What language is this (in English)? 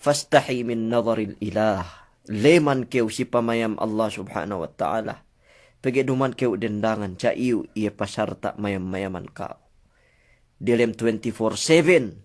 Yakan